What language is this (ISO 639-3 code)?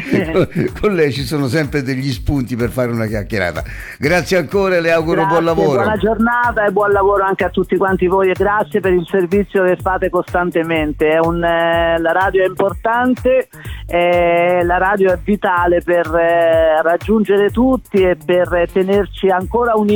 ita